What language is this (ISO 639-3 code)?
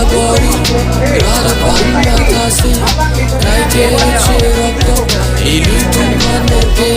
mjw